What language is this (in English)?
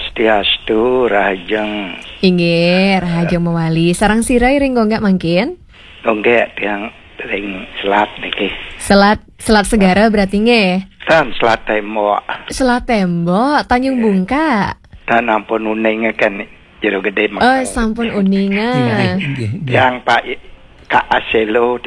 Balinese